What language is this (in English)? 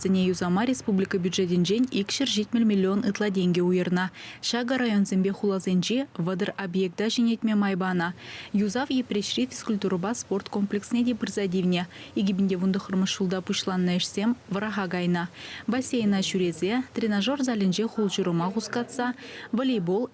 Chuvash